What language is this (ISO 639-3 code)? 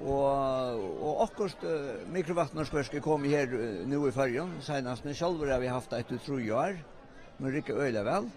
fao